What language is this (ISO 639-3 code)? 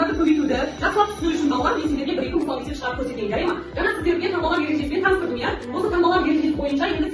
kaz